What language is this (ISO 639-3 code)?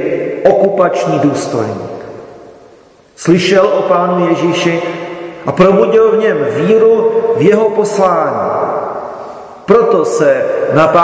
ces